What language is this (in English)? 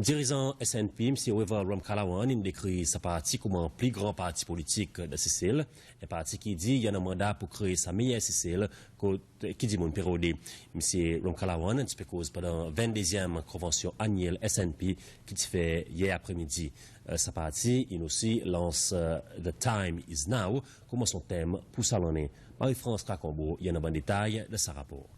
Seselwa Creole French